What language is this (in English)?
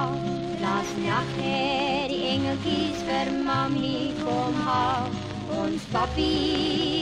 Afrikaans